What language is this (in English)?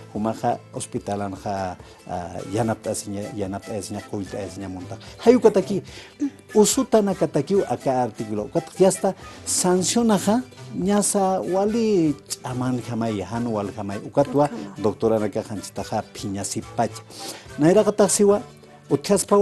Aymara